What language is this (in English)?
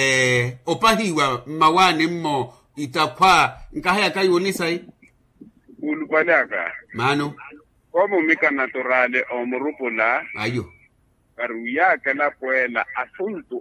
Makhuwa